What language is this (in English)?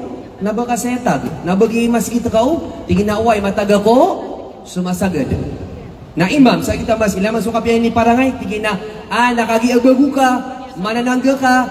Maranao